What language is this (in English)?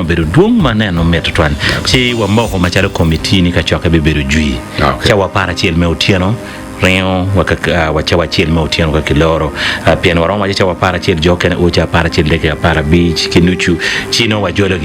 Acoli